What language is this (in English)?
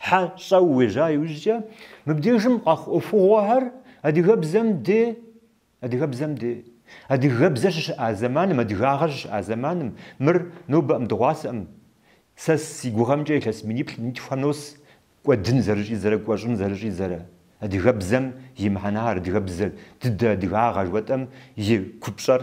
Kabardian